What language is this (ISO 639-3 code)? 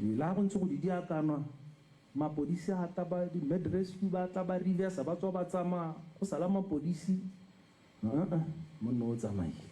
tsn